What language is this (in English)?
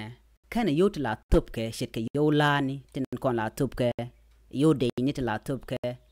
Nuer